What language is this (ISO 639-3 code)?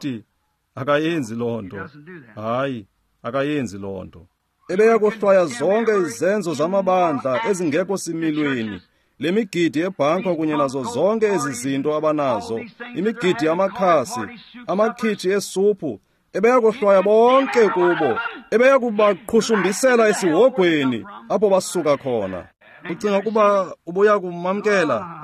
xho